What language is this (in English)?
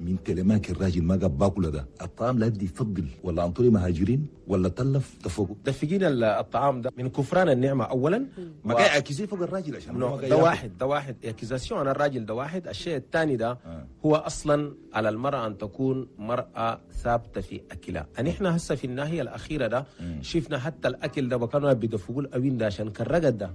Chadian Arabic